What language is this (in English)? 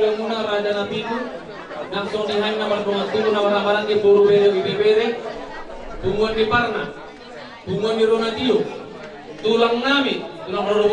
Batak Toba